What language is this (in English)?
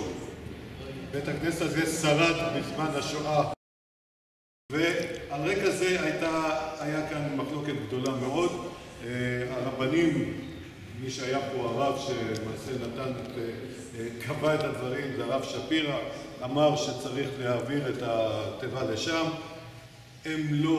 Hebrew